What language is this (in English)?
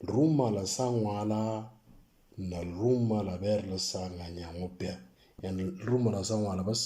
Moro